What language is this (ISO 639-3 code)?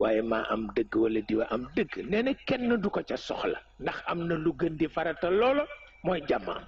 wol